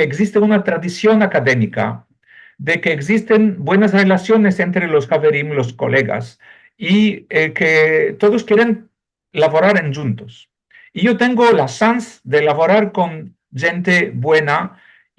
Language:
Ladino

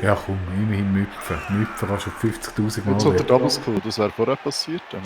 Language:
Swiss German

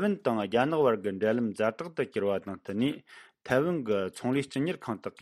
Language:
Tibetan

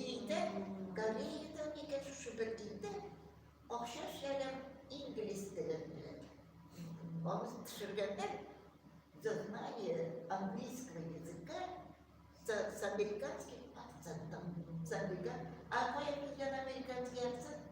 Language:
Tatar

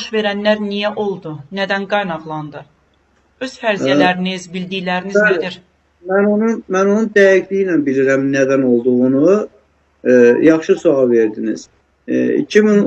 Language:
Azerbaijani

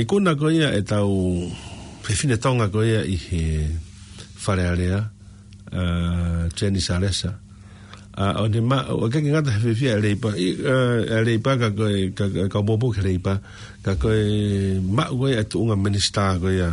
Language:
Tongan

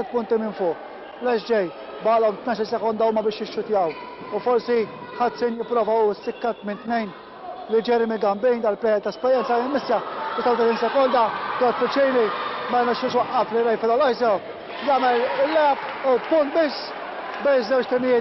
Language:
Maltese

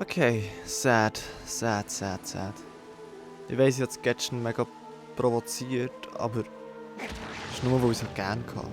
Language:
Swiss German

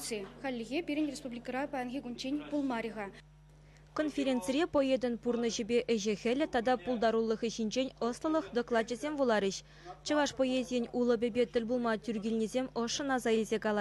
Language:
Chuvash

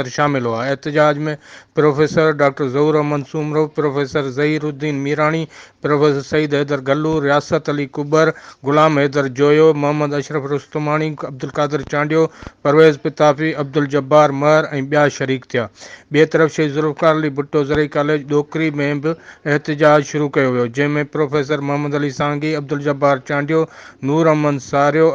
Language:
Sindhi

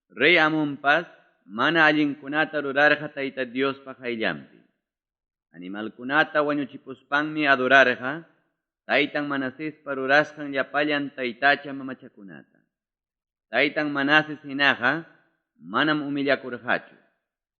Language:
Ayacucho Quechua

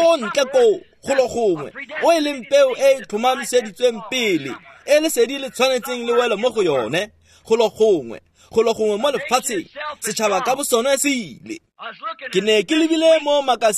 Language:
Tswana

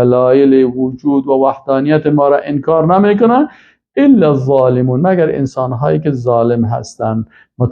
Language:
Persian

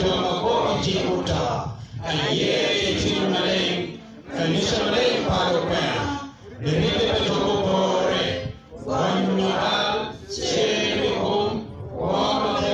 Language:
Acoli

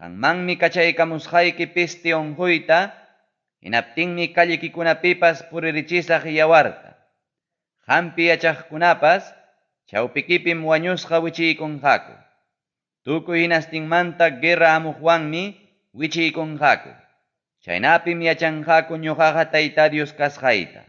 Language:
Ayacucho Quechua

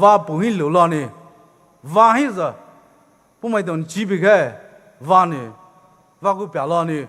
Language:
Poumei Naga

